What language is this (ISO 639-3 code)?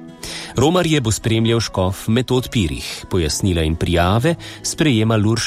slv